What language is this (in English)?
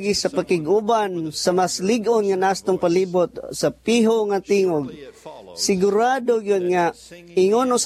Cebuano